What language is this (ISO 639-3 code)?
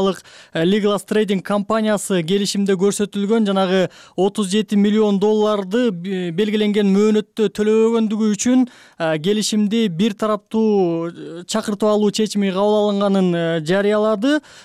kir